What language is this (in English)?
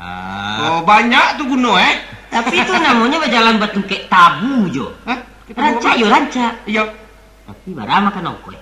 Minangkabau